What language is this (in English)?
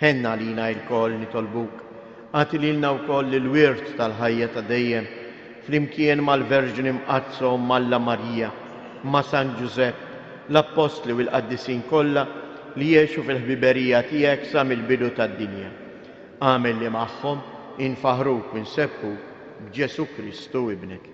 Maltese